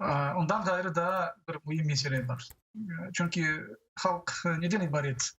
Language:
Crimean Tatar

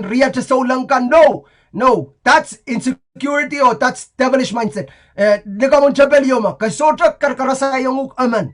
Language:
Pohnpeian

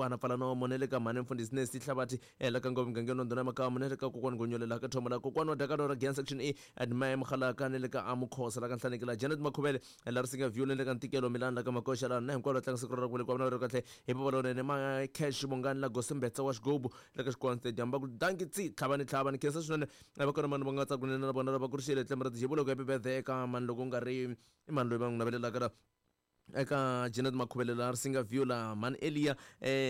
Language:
Tsonga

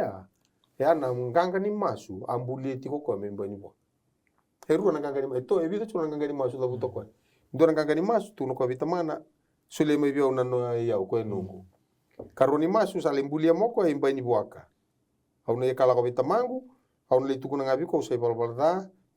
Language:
Fijian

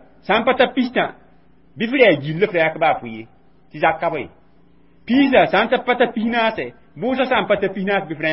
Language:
Mossi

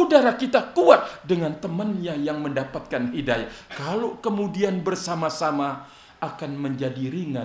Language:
Indonesian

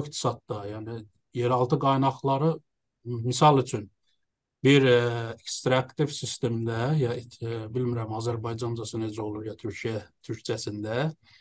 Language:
South Azerbaijani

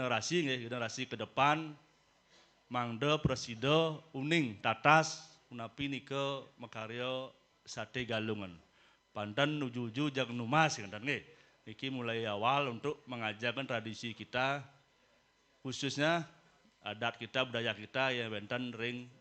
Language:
Balinese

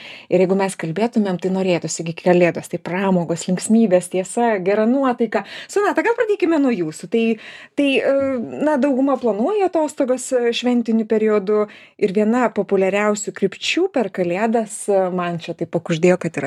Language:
Lithuanian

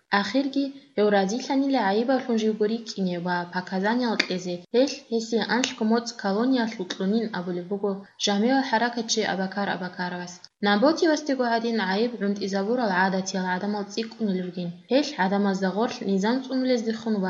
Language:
Avaric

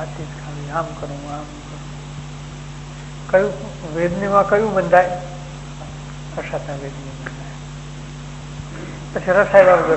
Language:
Gujarati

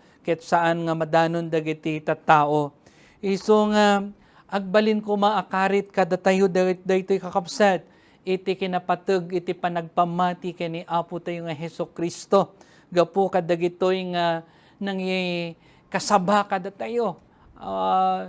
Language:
Iloko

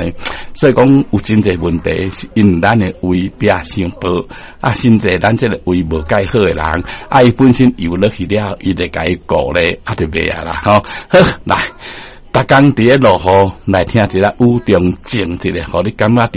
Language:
Min Nan Chinese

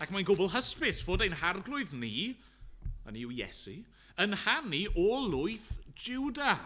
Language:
Welsh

